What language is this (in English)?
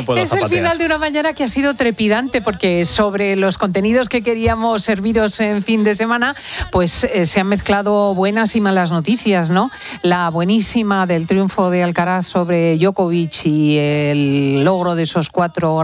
Spanish